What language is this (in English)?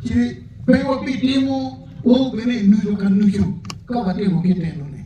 Acoli